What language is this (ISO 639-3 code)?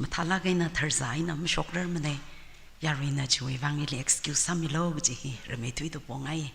nmf